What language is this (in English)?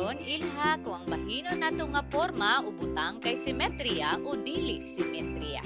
Cebuano